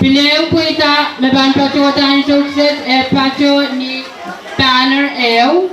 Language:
Pohnpeian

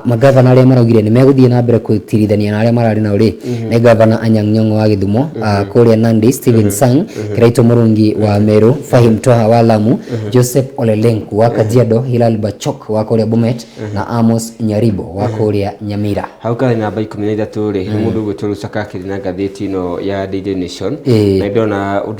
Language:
Kikuyu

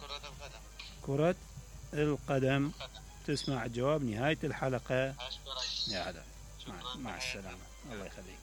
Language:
Mesopotamian Arabic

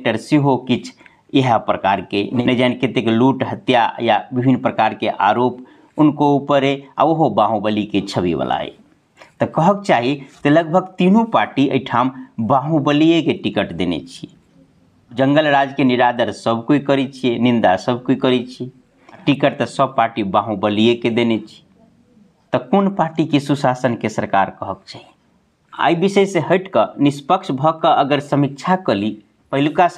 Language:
Maithili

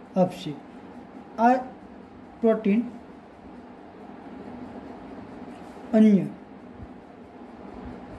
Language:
Gujarati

